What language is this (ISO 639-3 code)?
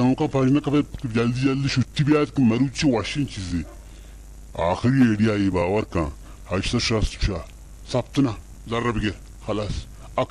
bal